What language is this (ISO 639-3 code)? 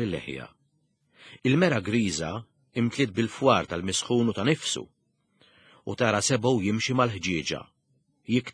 mlt